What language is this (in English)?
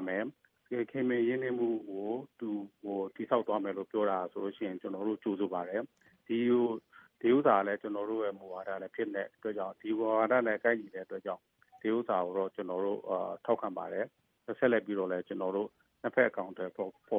Burmese